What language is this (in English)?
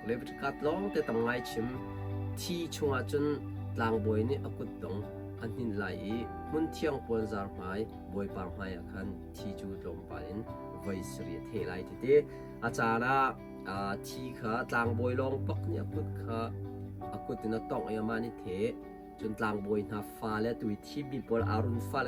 Hakha Chin